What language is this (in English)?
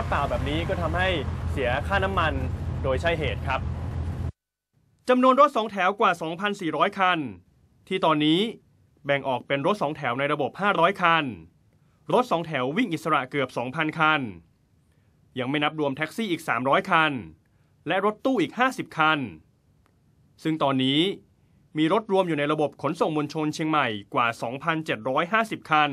Thai